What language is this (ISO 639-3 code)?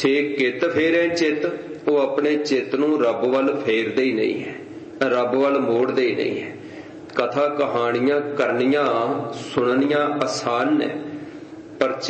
pan